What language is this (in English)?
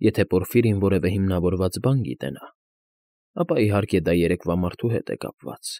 Armenian